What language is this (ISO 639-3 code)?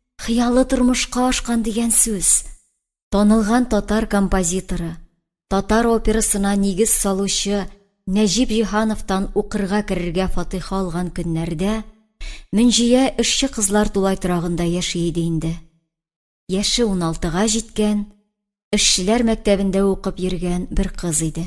tat